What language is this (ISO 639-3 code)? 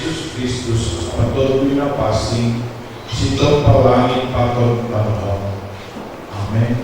bts